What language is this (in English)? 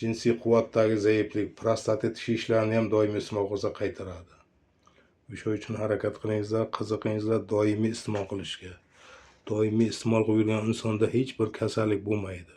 Uzbek